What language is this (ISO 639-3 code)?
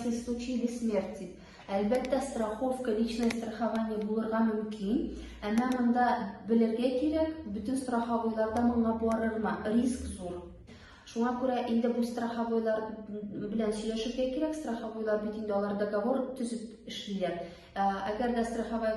tat